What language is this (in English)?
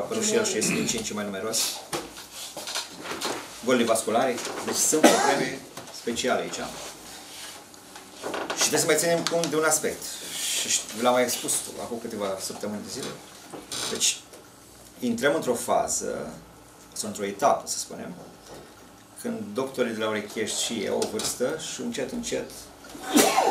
Romanian